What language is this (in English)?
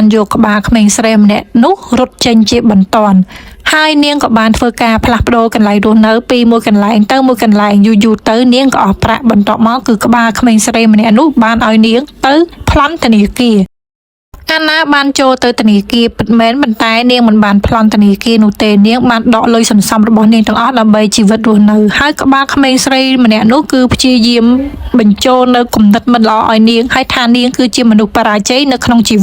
Khmer